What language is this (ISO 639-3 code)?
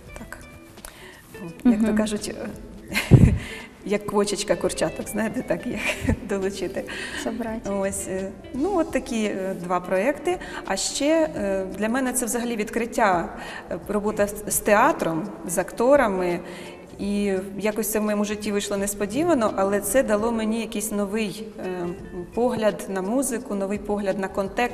ukr